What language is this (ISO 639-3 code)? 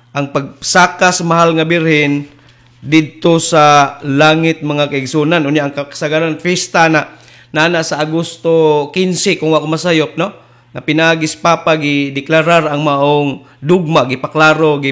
ceb